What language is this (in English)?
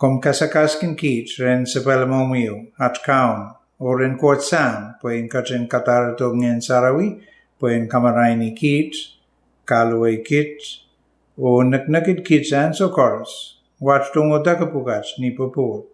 Pohnpeian